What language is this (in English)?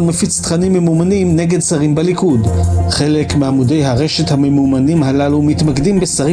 Hebrew